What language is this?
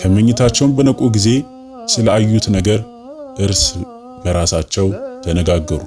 Amharic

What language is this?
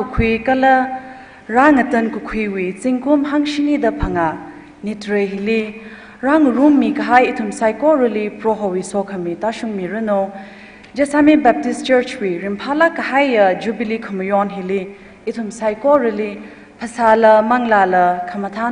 Tangkhul Naga (India)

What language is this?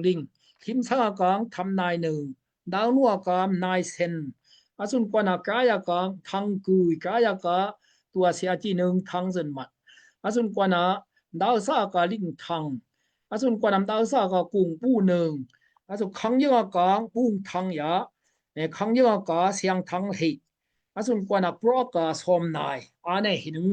Daai Chin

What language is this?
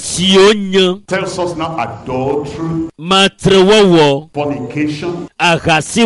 Ewe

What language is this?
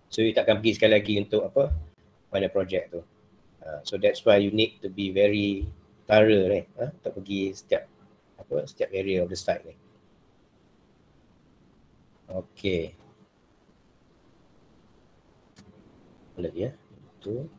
Malay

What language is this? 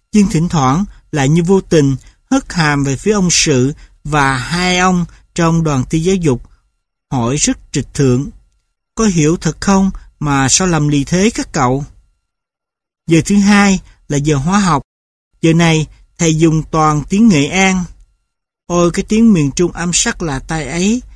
Vietnamese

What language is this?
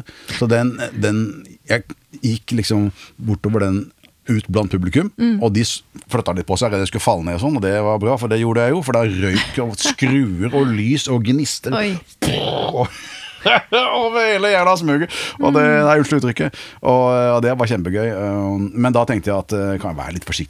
Norwegian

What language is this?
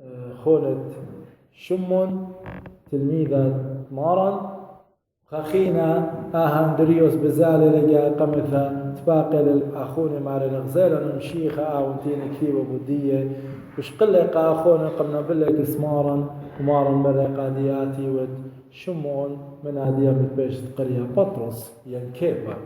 Assyrian Neo-Aramaic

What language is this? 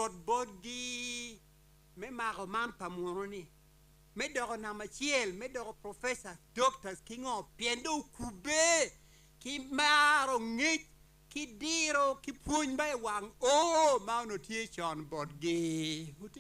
Acoli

